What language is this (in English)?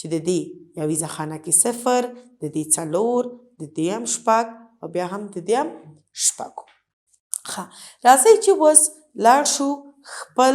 Pashto